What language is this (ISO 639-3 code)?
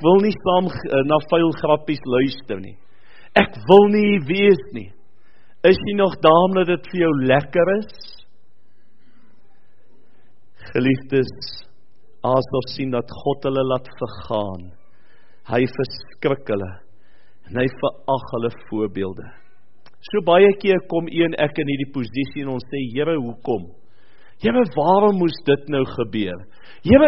afr